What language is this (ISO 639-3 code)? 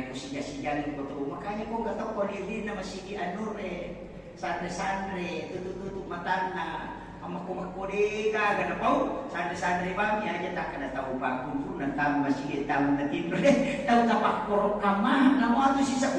bug